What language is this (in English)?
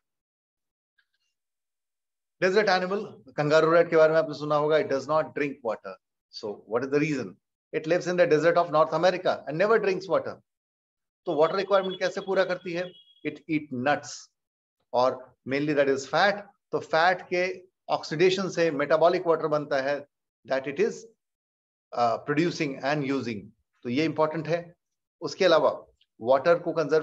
Hindi